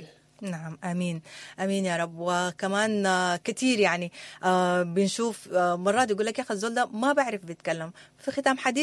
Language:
Sudanese Arabic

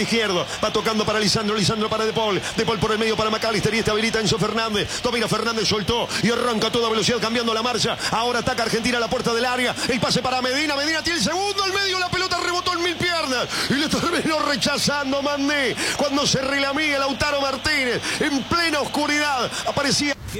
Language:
Spanish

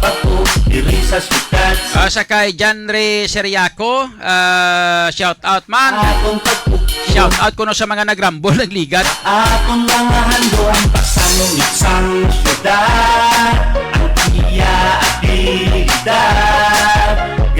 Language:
Hiligaynon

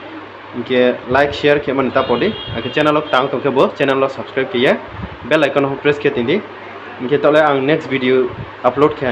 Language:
Riang (India)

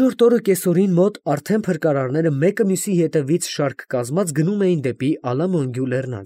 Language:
Armenian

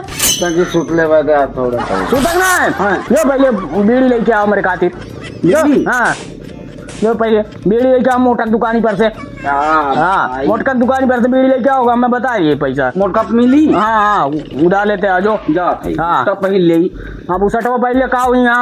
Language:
Awadhi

